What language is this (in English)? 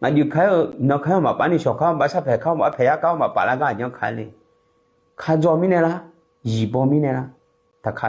Akha